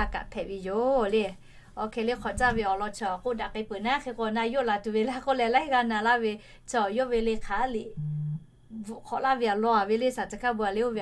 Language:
Lahu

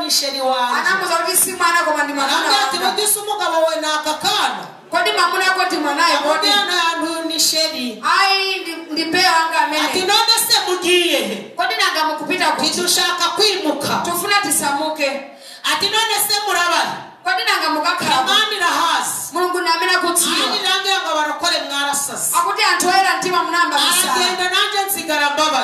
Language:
Kinyarwanda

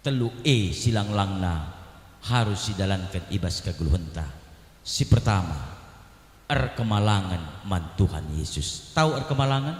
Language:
Batak Karo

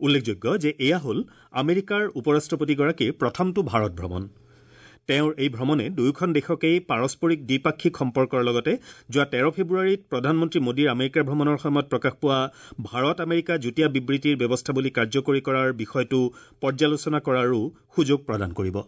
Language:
Assamese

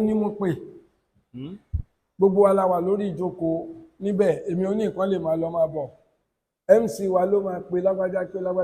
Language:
Yoruba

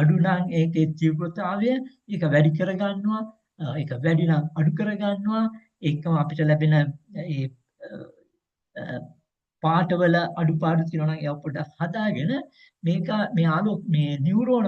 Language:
Sinhala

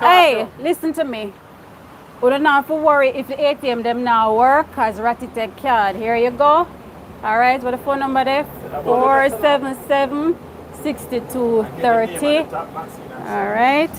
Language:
Jamaican Creole English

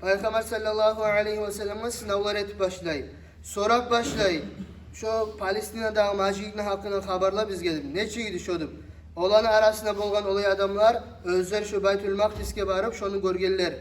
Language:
Kumyk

